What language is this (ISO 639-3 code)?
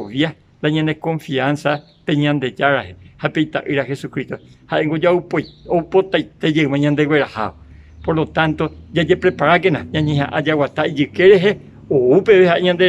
grn